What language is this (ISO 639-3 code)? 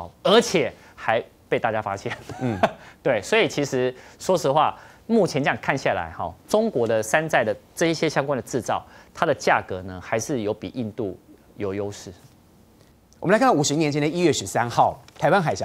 zho